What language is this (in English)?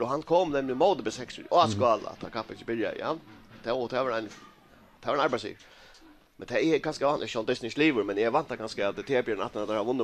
Faroese